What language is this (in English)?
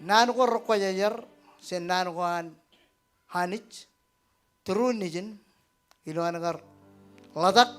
Marshallese